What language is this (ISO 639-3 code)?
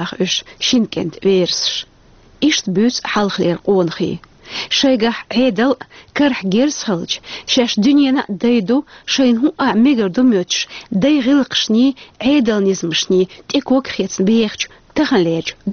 che